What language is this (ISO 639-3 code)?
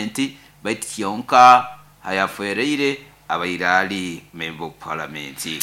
nyo